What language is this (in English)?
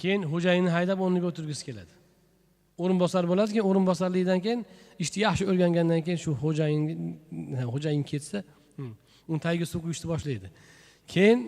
Uzbek